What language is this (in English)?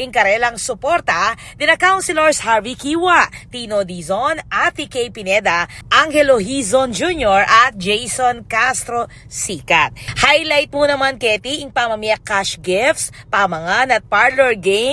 Pampanga